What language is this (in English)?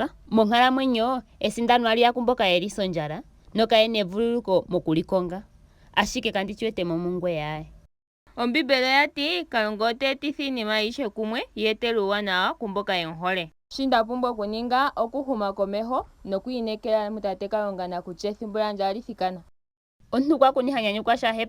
Ndonga